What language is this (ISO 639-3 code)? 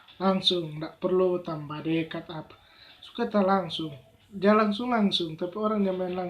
xmm